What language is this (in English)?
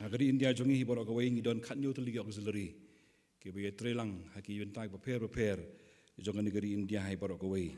Khasi